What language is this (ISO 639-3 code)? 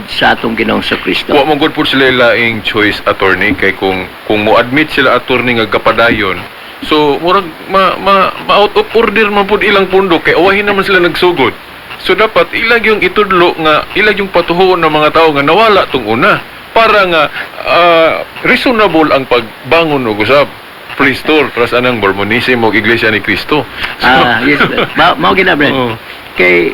ceb